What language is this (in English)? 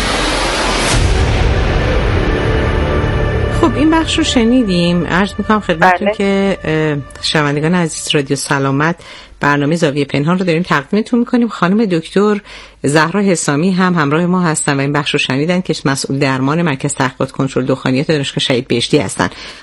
Persian